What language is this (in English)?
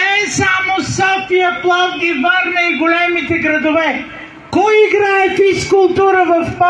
Bulgarian